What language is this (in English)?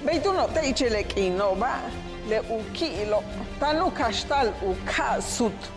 Yucateco